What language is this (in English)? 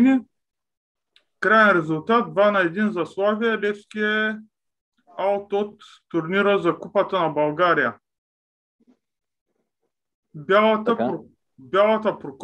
Bulgarian